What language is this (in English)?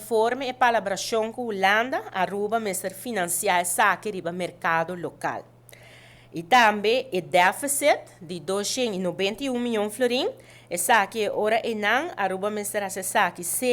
Papiamento